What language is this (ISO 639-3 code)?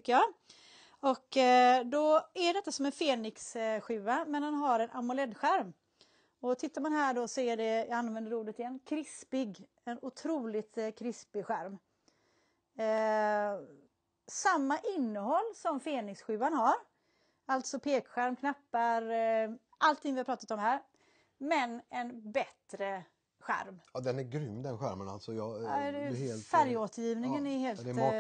swe